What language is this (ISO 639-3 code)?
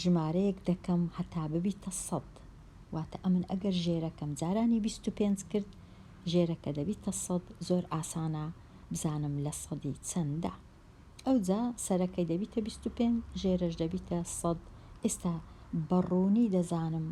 ckb